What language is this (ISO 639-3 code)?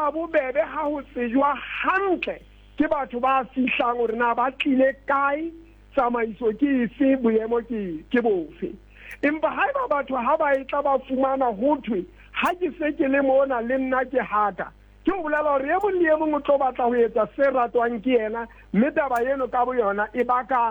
sot